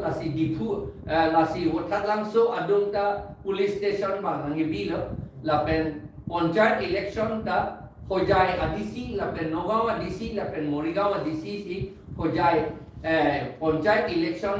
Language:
Karbi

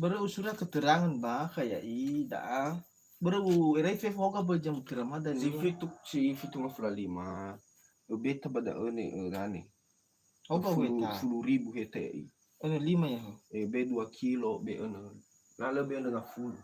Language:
Nias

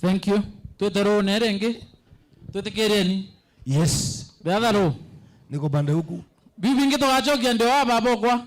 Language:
Meru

